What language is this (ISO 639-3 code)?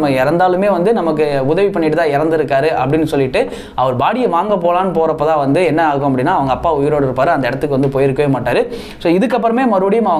tam